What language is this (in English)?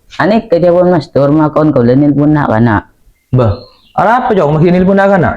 Madurese